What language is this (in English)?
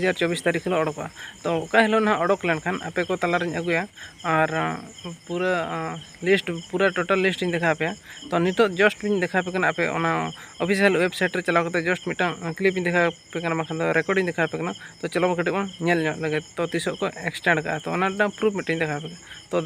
Santali